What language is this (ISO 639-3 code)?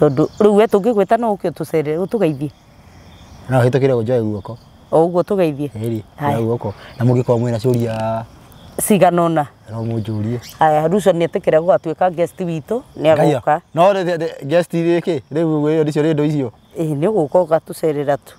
kik